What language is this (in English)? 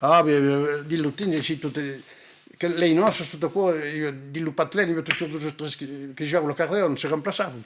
Occitan